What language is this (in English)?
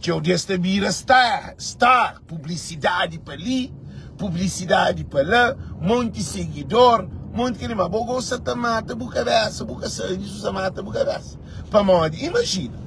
Kabuverdianu